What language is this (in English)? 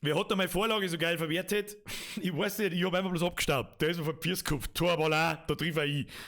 Bavarian